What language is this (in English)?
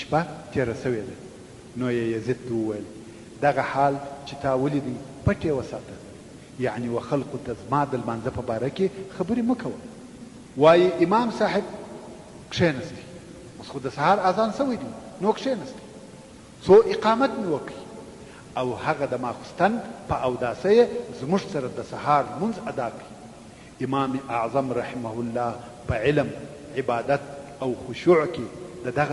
Pashto